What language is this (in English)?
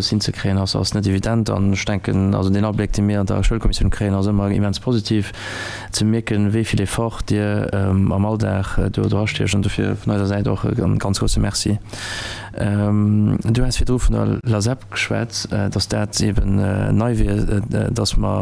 Luxembourgish